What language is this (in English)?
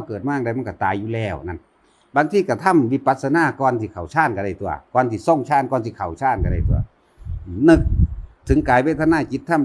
Northeastern Thai